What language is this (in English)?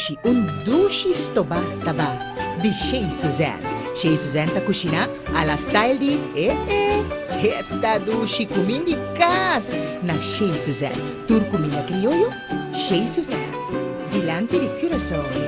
Papiamento